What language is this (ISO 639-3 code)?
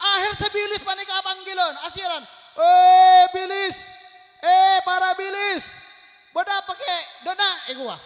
mad